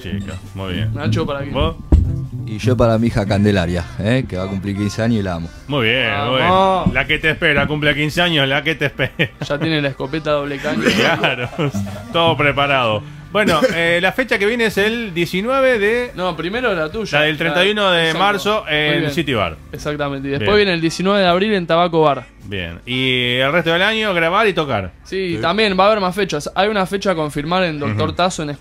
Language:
Spanish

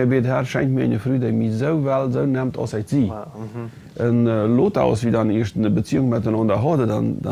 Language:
Plautdietsch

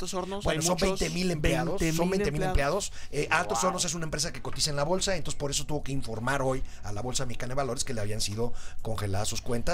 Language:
Spanish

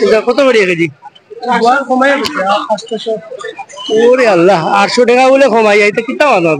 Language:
Sylheti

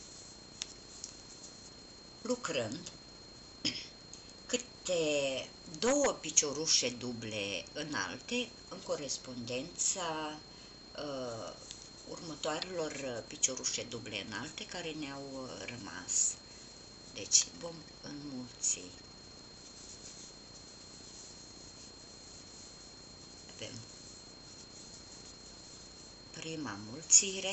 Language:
Romanian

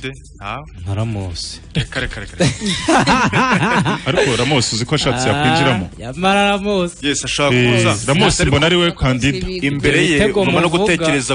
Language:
Kinyarwanda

